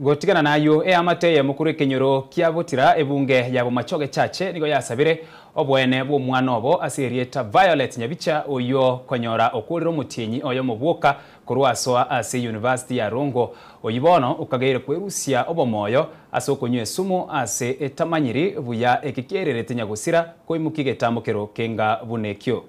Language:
Gusii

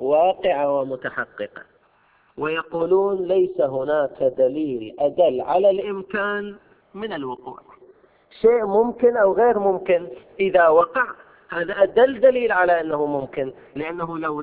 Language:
Arabic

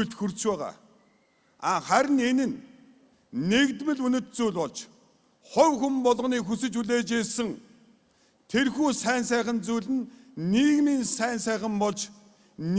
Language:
Mongolian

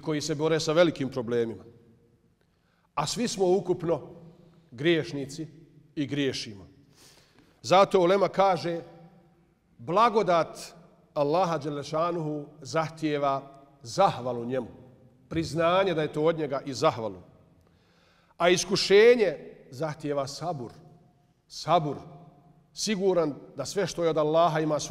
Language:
Bosnian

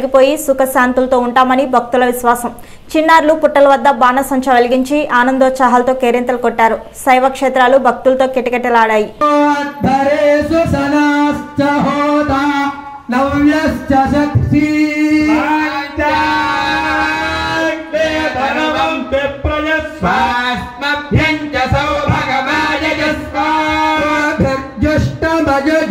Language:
Telugu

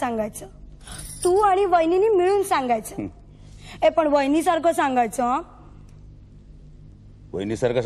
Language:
Marathi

